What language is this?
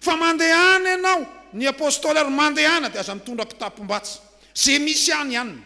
Malagasy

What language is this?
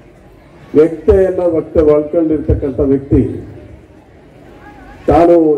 Kannada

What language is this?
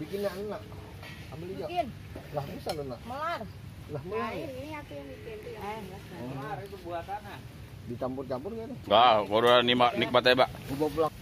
Betawi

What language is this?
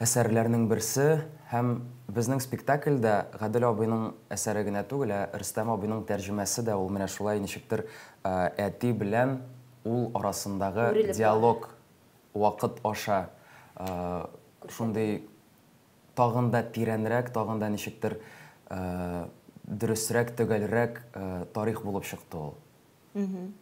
Tatar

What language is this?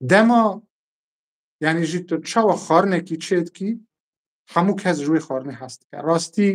Kurdish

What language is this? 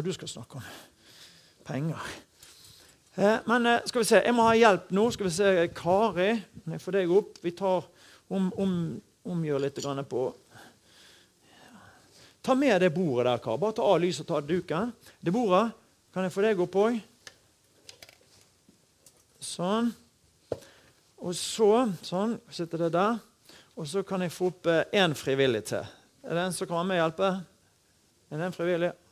Norwegian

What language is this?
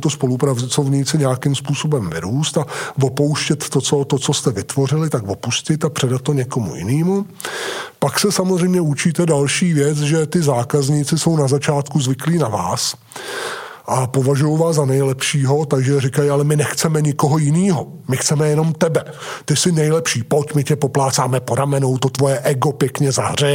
Czech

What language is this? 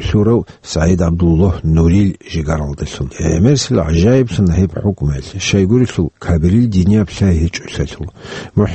Avaric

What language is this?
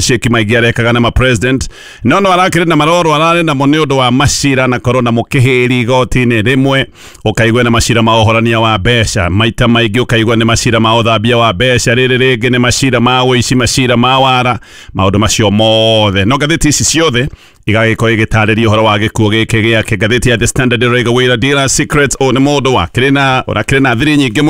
Kikuyu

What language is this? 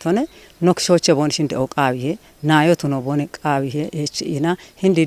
Kafa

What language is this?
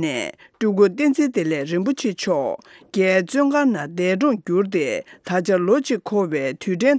Tibetan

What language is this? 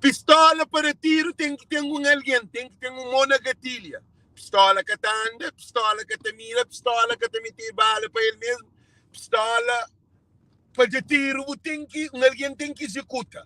Kabuverdianu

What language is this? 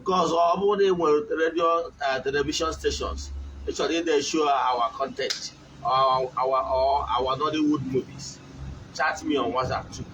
Igbo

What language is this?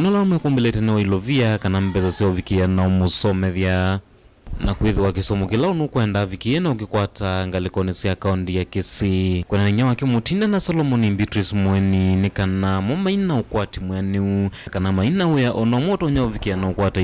Kamba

